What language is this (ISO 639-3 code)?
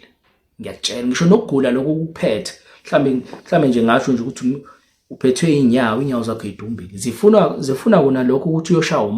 zul